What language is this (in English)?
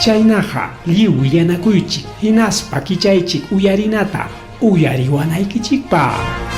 Ayacucho Quechua